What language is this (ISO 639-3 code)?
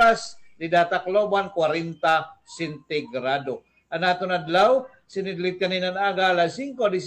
war